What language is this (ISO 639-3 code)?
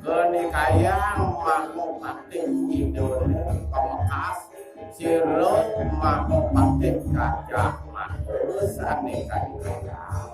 ban